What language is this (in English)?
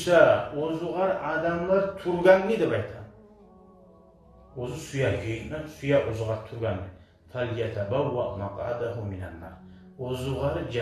Kumyk